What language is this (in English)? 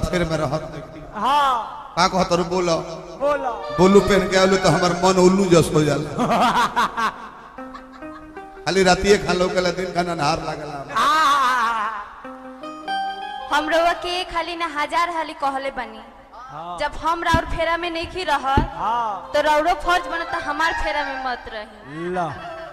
Bhojpuri